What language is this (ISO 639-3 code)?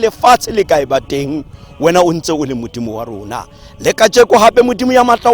tsn